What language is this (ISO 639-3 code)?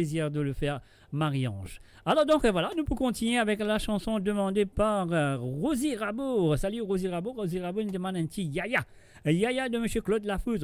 mfe